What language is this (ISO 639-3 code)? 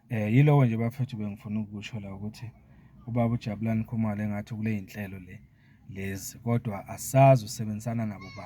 zul